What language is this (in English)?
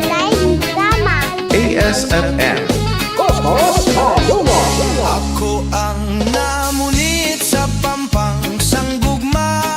Hiligaynon